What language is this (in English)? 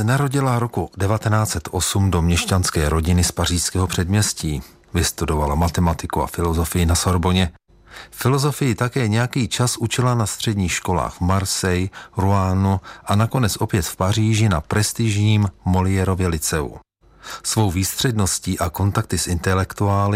Czech